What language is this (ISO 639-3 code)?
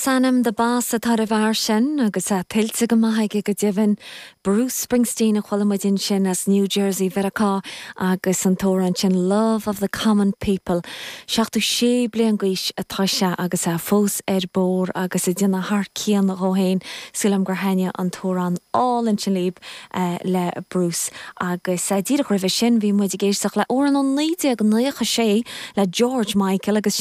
gle